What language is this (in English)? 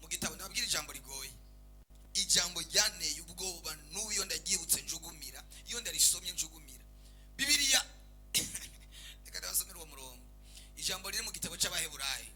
Rundi